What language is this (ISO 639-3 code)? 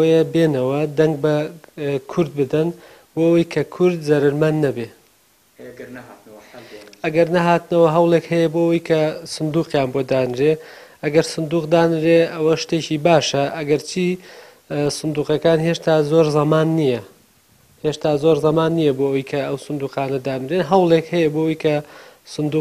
ckb